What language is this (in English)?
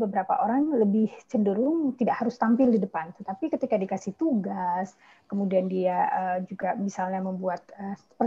Indonesian